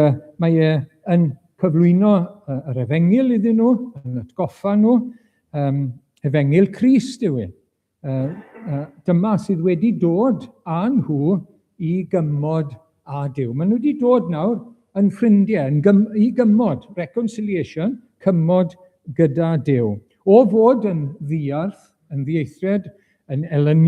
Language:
Welsh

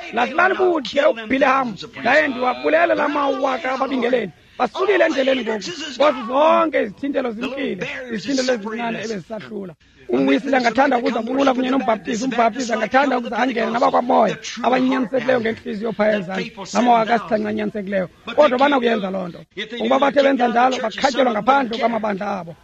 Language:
Xhosa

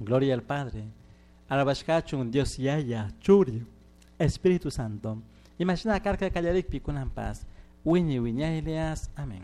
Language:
Chimborazo Highland Quichua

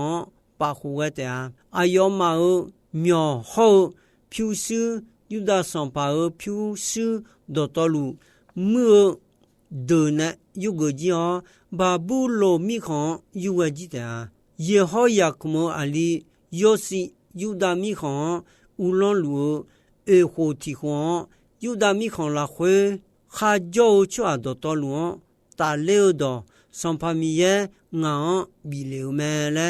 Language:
Akha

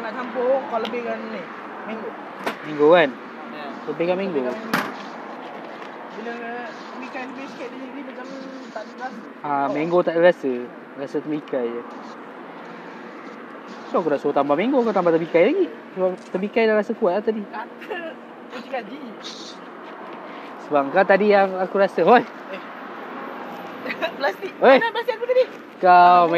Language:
Malay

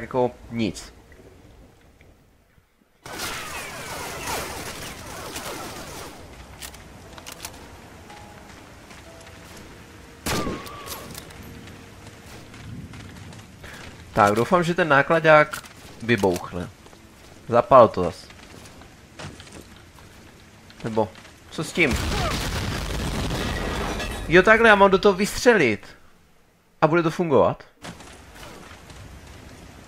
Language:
Czech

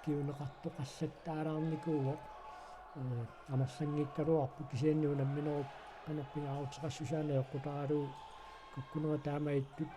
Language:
Kalaallisut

